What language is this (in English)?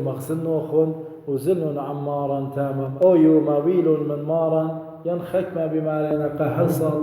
Assyrian Neo-Aramaic